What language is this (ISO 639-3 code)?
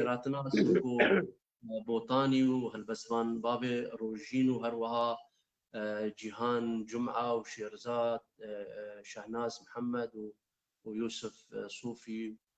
kur